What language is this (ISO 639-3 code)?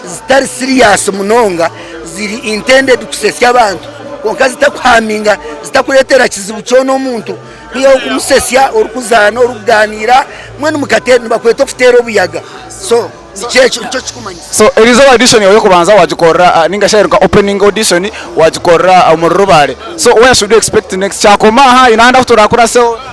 nyn